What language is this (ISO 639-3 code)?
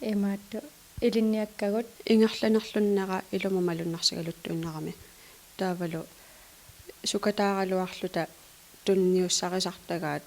kal